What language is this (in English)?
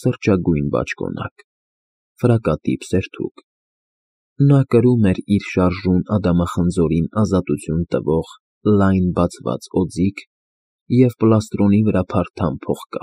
Armenian